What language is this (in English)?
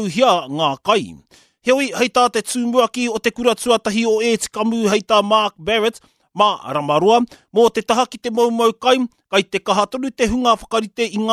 Māori